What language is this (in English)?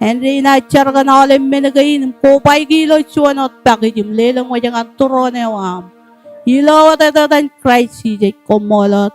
Marshallese